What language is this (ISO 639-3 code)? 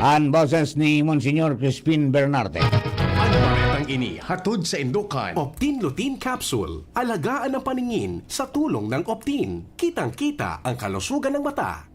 bik